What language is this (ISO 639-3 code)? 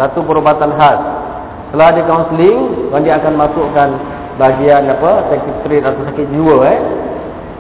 msa